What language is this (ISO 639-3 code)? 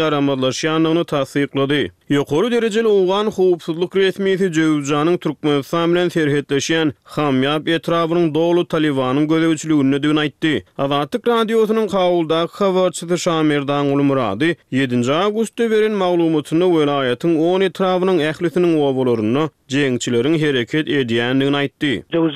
tuk